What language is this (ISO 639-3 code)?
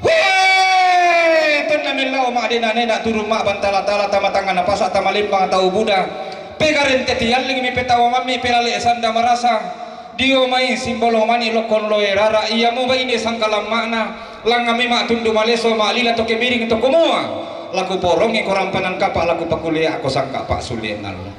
sda